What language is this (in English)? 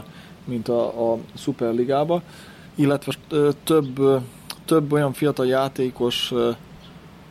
Hungarian